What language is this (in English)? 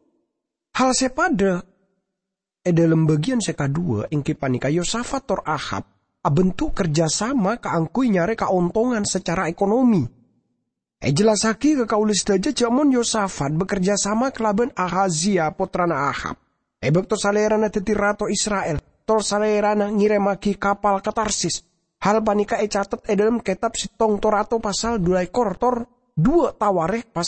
Madurese